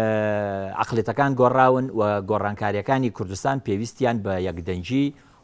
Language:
Central Kurdish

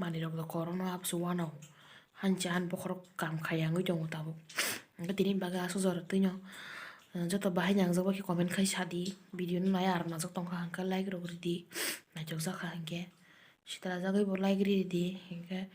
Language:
Kok Borok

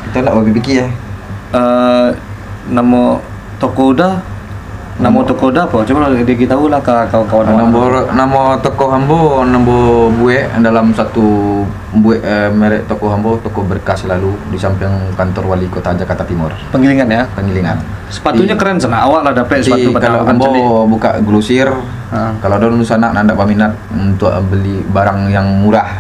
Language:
Minangkabau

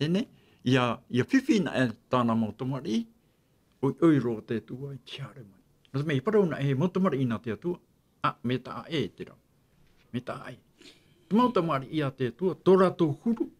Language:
Tahitian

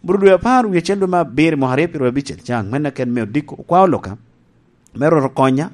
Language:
Lango (Uganda)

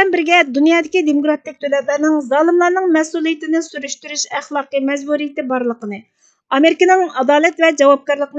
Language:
Uyghur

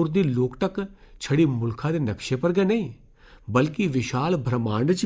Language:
Dogri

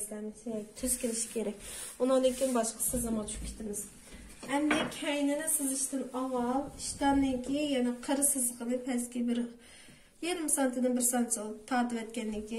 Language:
Uyghur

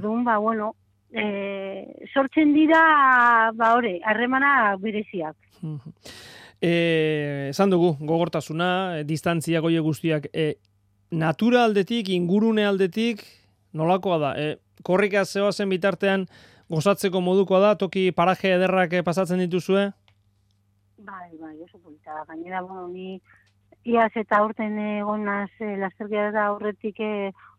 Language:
Basque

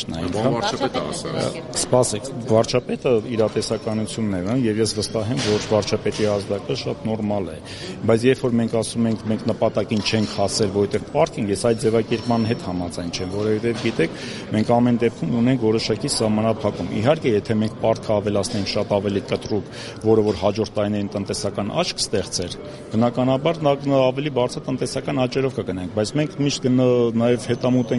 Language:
Armenian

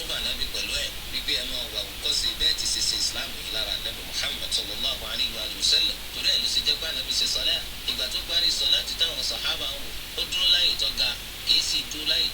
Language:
Yoruba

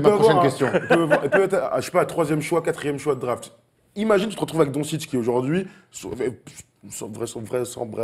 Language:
French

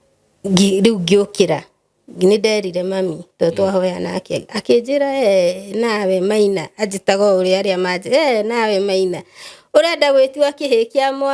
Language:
Kikuyu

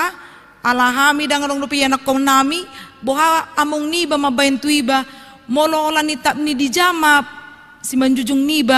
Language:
Batak Toba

